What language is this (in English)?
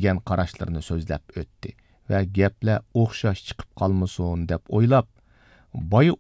Uyghur